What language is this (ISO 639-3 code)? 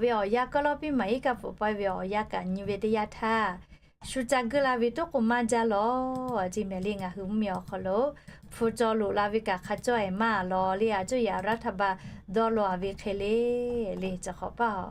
lhu